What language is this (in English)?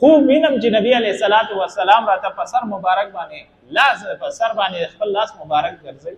Pashto